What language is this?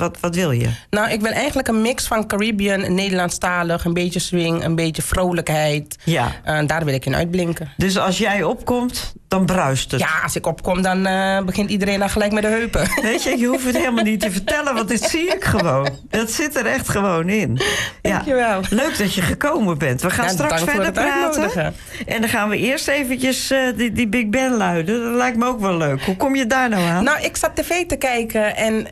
Dutch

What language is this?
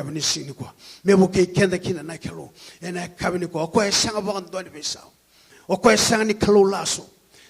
Fijian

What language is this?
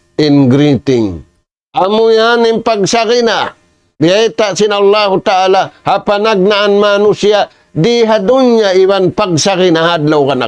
Tausug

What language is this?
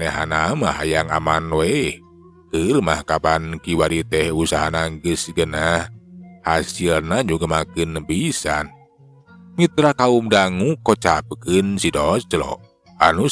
Sundanese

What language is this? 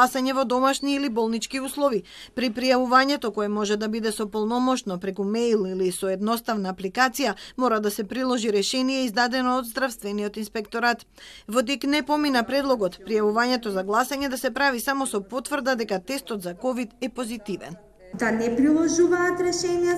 Macedonian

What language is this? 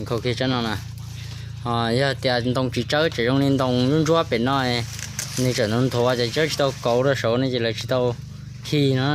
Hmong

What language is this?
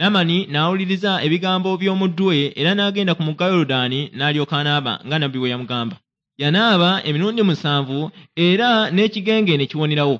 Ganda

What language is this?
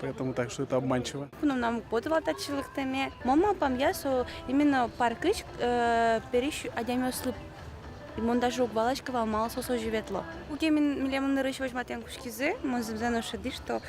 Udmurt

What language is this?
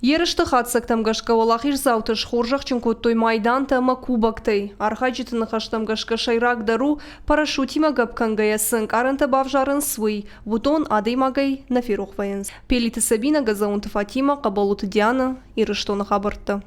Ossetic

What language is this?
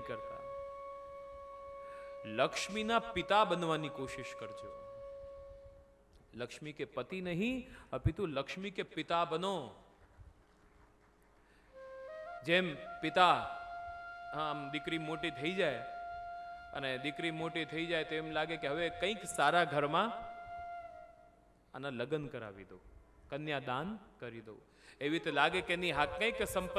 Gujarati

